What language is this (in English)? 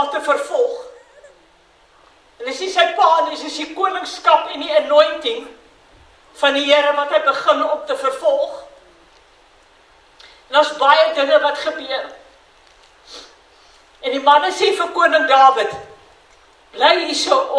Afrikaans